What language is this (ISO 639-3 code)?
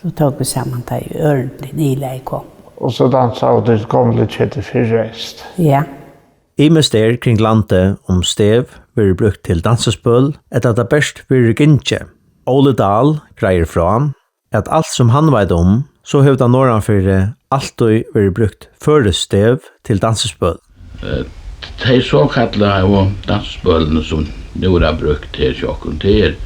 fao